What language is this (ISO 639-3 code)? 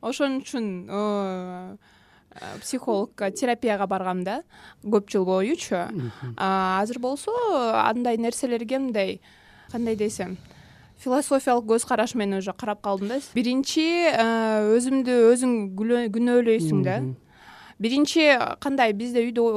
kir